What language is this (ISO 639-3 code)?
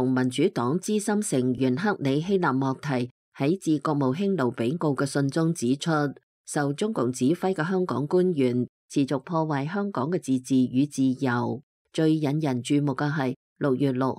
yue